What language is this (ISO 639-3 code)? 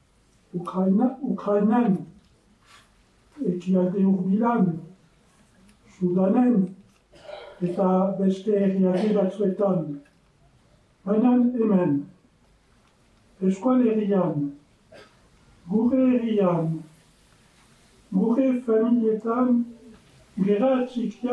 eus